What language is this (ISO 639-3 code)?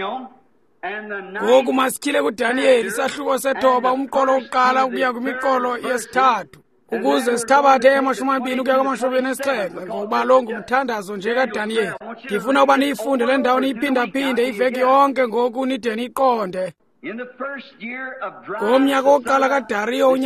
xho